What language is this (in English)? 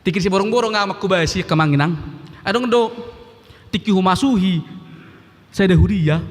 Batak Toba